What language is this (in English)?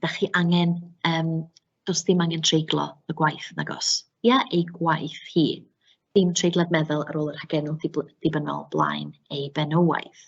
Welsh